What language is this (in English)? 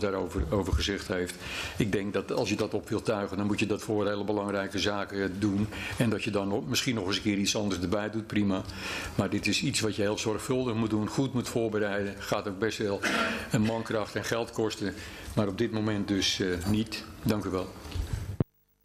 Dutch